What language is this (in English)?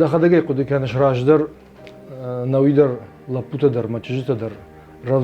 Ossetic